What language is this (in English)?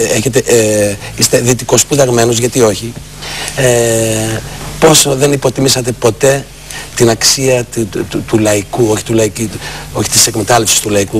Greek